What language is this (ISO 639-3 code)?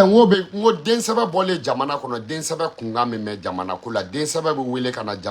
bam